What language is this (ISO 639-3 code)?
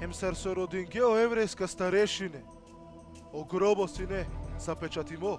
rmn